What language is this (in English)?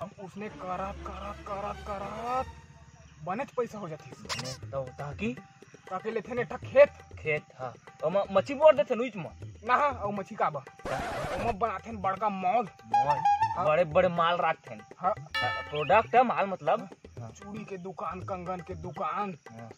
Chhattisgarhi